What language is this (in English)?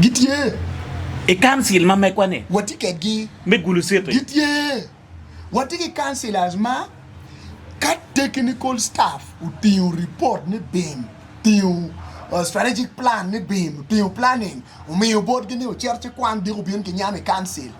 Acoli